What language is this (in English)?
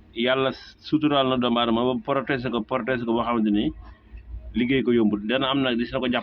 Wolof